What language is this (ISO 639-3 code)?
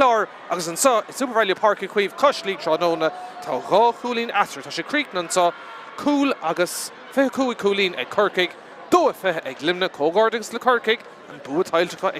gle